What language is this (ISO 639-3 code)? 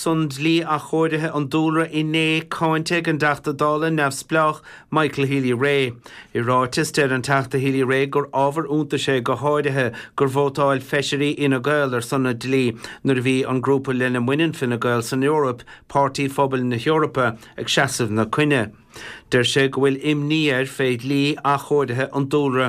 gle